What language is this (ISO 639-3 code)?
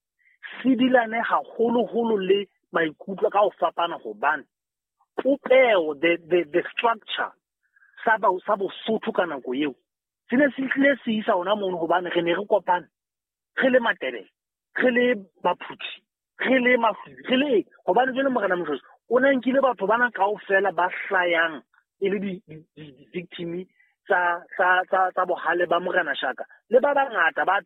sot